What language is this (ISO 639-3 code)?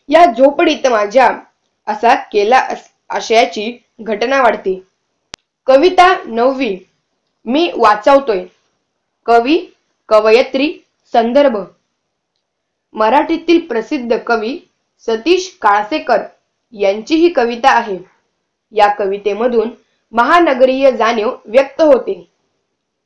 mar